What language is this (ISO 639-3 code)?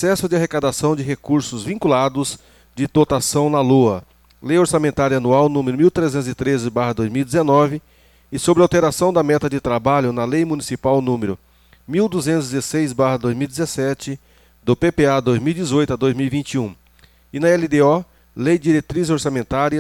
por